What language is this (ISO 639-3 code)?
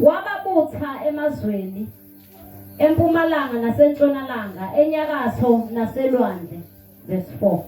zul